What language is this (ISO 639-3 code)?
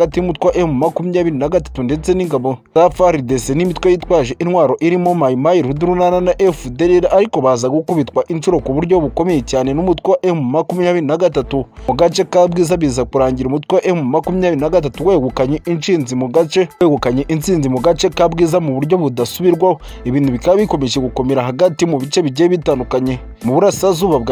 kin